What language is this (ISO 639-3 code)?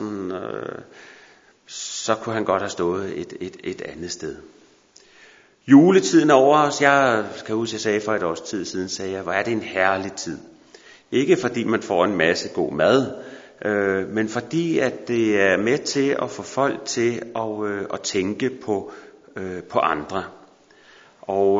dan